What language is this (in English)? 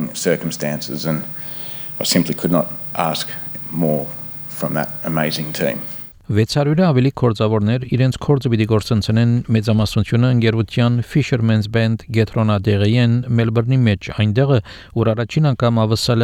Armenian